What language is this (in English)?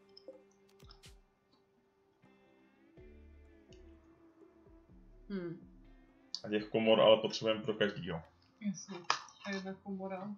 Czech